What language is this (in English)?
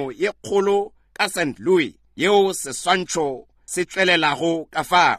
Northern Sotho